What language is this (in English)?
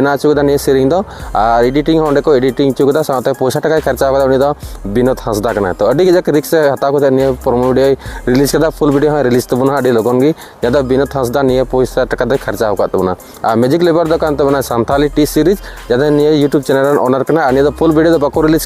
Santali